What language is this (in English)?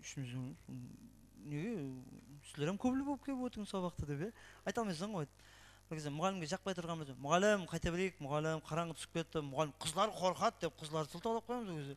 Kara-Kalpak